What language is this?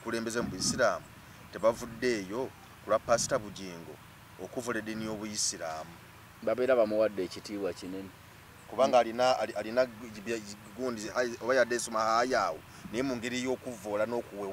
Ganda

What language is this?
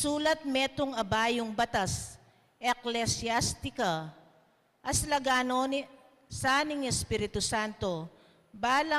Pampanga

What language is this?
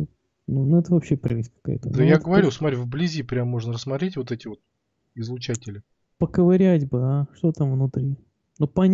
Russian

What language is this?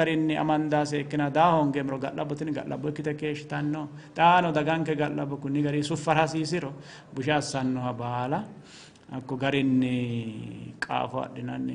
Sidamo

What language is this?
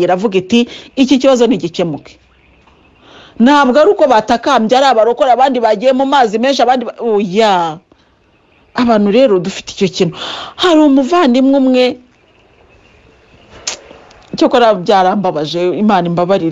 Kinyarwanda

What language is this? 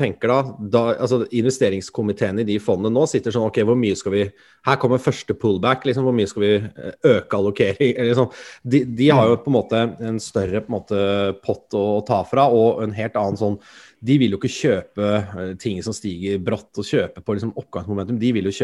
Norwegian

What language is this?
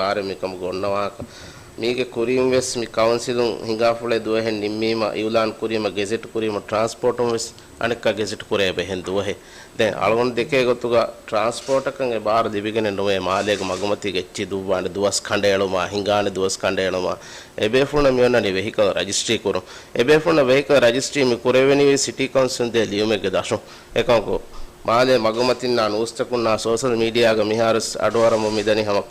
Divehi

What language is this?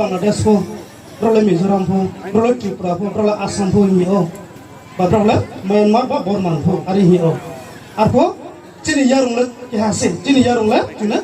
Riang (India)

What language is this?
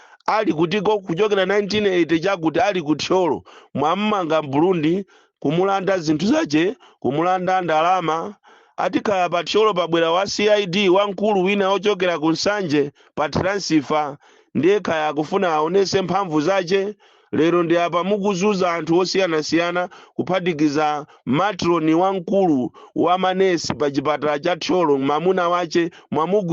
Nyanja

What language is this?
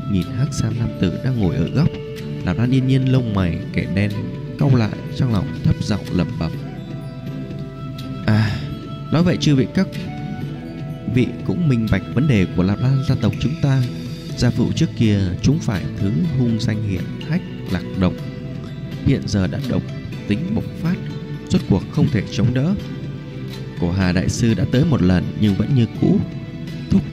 Vietnamese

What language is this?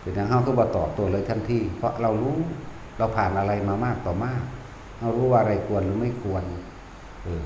Northeastern Thai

